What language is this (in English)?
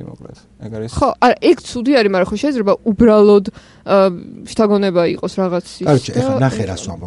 Georgian